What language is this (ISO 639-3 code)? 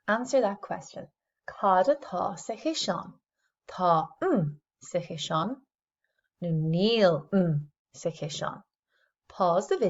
gle